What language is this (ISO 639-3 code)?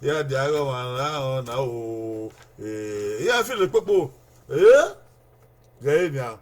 bin